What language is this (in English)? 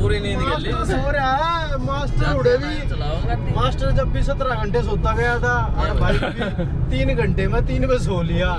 Haryanvi